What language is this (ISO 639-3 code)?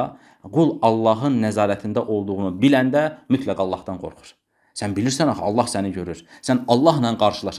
aze